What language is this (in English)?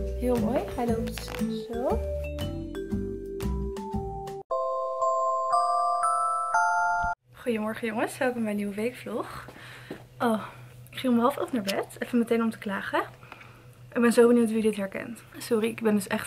Dutch